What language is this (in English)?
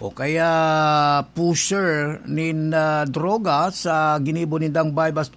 Bikol